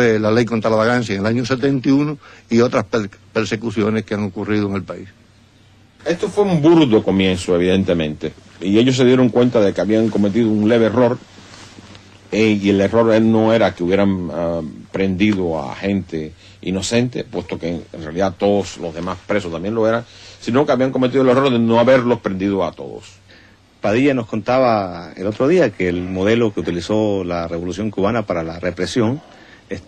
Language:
Spanish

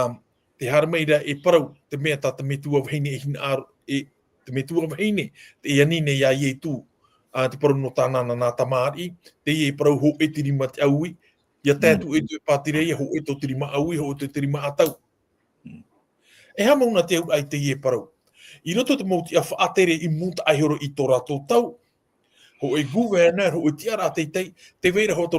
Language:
Tahitian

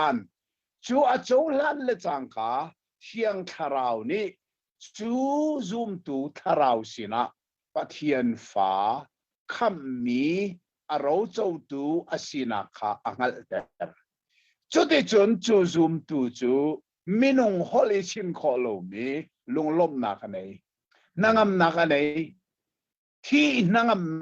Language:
Hakha Chin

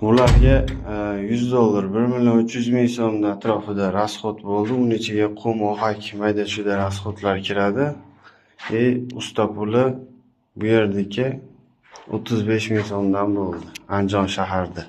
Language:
Uzbek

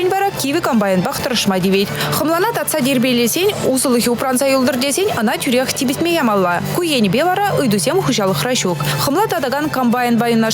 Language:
Chuvash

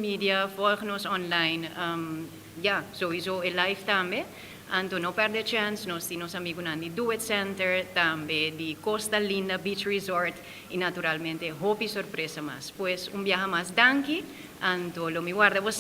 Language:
Papiamento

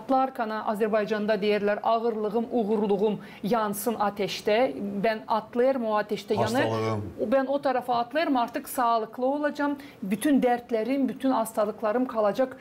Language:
Gagauz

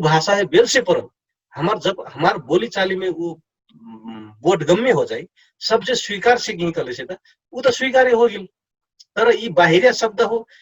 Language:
Dangaura Tharu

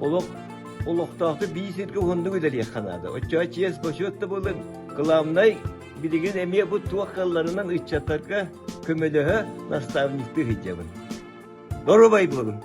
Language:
Yakut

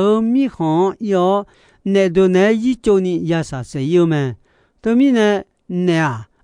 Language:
Akha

